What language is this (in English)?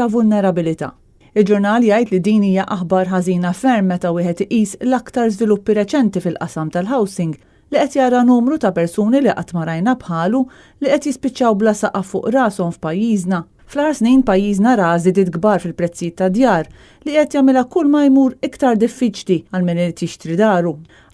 Maltese